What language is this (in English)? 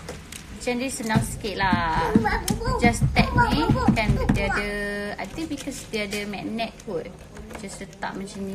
Malay